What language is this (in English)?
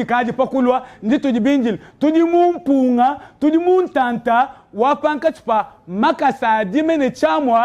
Luba-Lulua